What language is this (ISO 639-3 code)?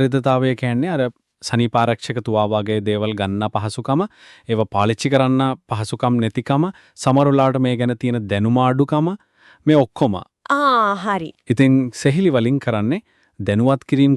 sin